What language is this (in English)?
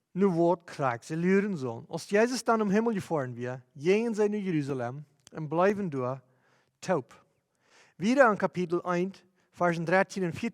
Plautdietsch